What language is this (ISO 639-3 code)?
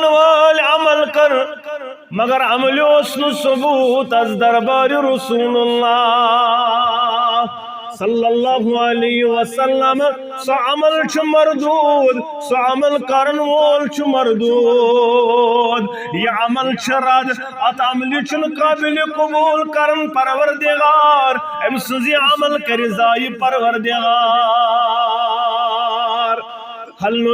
kas